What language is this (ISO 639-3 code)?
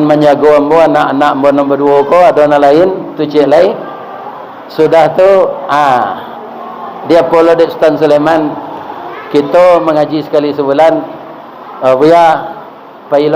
min